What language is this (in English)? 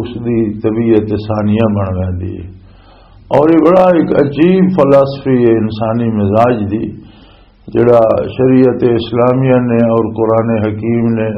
Western Panjabi